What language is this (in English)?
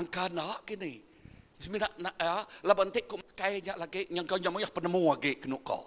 Iban